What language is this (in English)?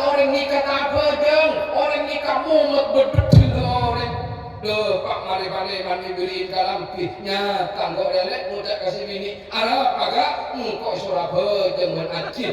Madurese